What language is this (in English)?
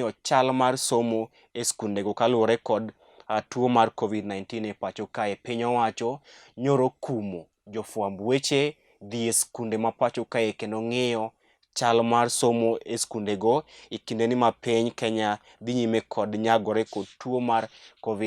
Luo (Kenya and Tanzania)